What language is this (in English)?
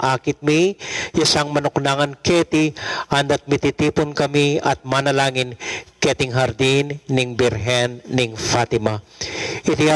Pampanga